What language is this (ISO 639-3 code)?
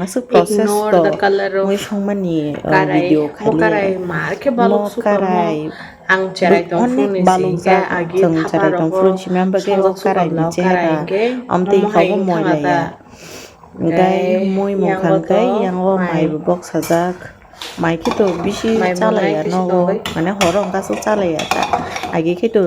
trp